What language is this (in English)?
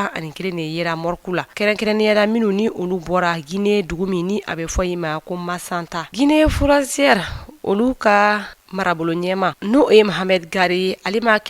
Bambara